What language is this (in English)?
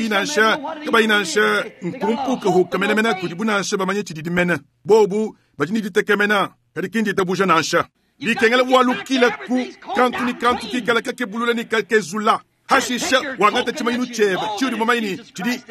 Luba-Lulua